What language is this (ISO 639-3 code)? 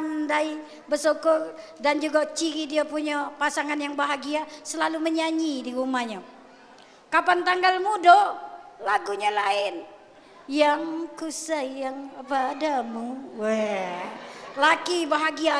mui